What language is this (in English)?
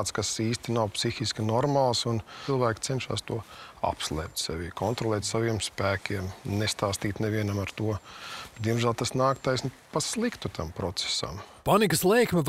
Latvian